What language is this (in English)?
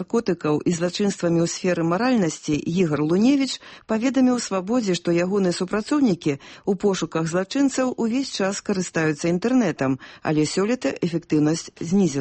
Belarusian